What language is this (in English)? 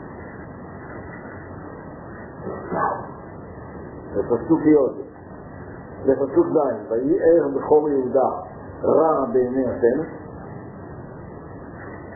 Hebrew